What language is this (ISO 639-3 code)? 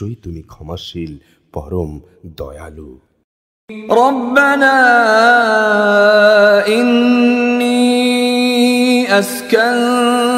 ben